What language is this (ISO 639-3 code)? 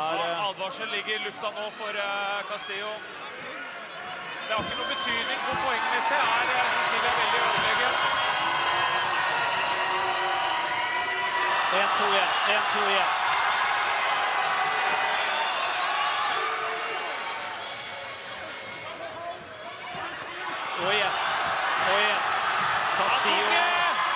nor